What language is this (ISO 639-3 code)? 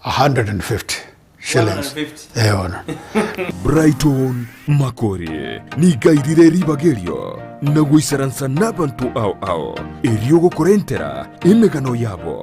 guz